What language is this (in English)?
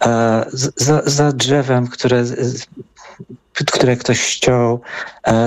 Polish